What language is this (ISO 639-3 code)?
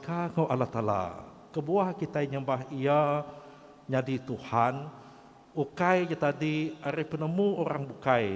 iba